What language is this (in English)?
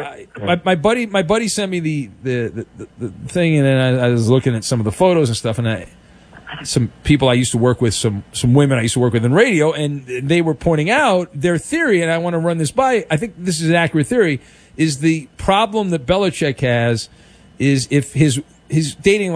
English